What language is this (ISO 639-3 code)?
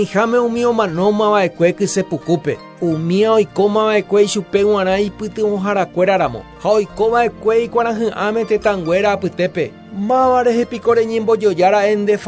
grn